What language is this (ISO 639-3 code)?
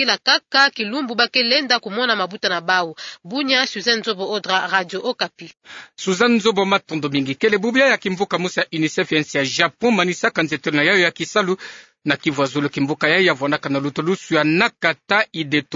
ktu